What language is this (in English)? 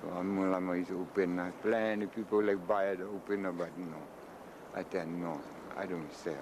Hawaiian